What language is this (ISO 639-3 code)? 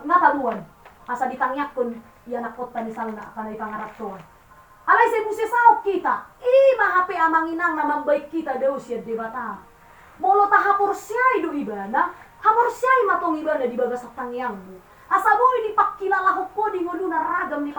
bbc